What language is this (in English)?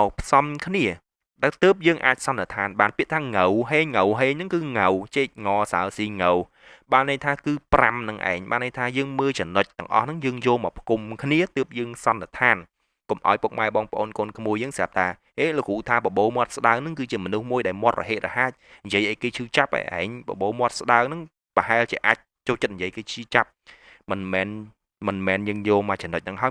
Khmer